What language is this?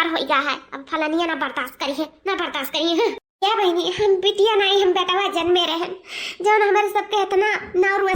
Awadhi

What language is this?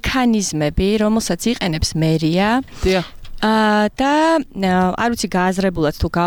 Georgian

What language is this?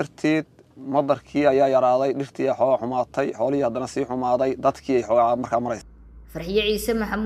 Somali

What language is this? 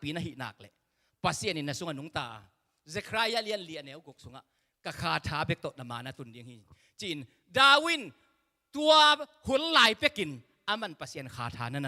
Tedim Chin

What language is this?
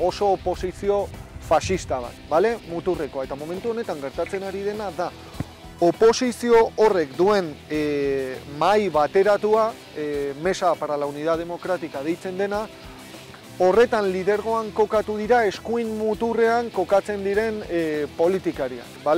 Basque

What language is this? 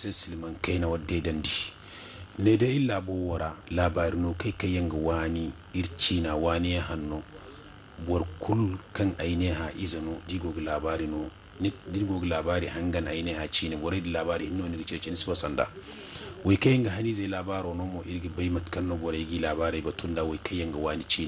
Zarma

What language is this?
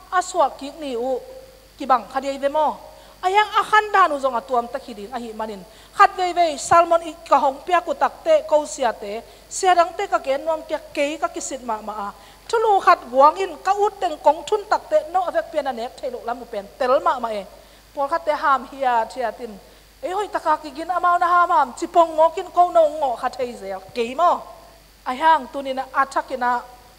Tedim Chin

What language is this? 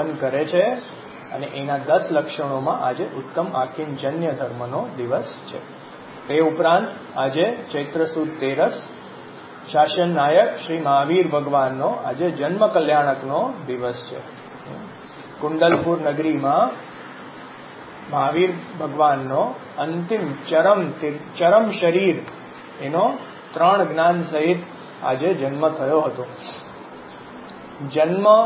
Gujarati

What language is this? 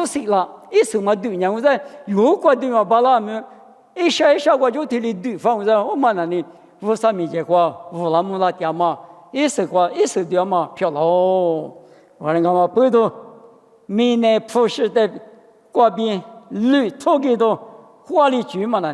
Lisu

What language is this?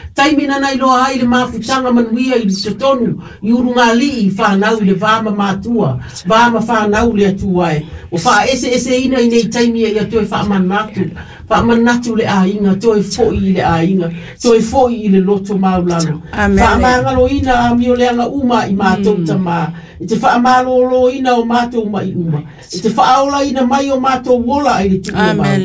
Samoan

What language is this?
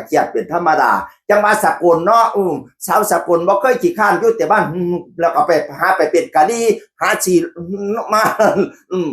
Northeastern Thai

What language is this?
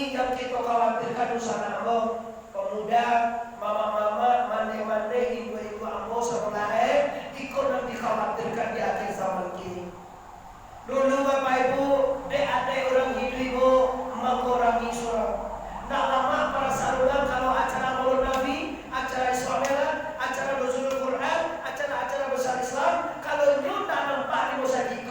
Minangkabau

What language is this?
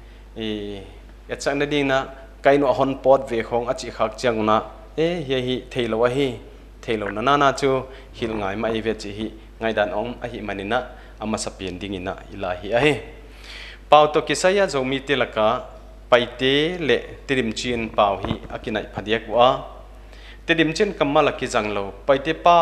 Paite Chin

